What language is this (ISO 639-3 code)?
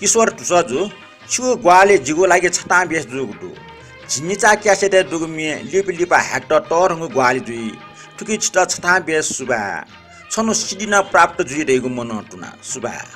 new